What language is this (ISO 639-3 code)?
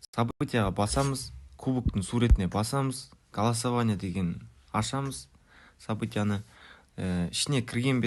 kaa